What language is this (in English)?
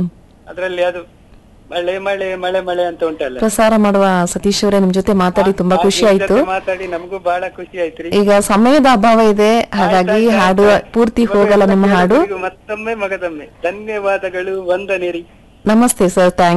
Kannada